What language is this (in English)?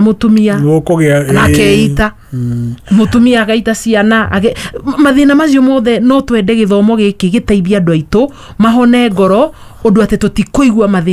Kikuyu